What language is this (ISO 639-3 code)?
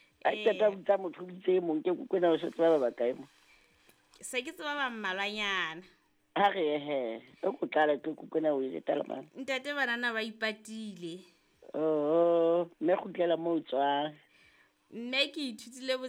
sot